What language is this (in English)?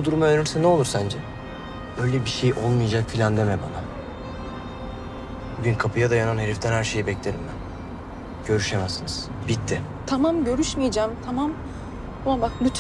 Turkish